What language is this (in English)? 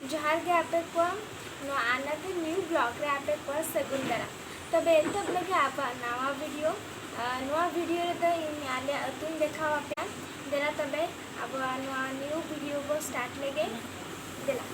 Santali